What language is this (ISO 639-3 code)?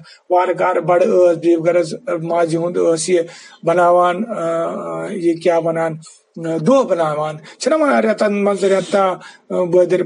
kas